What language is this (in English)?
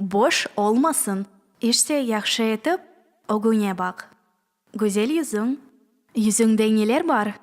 Crimean Tatar